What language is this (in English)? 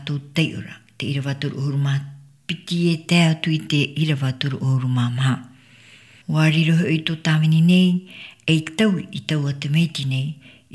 Tahitian